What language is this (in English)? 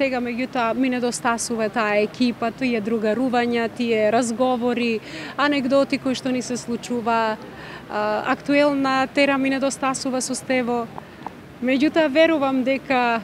Macedonian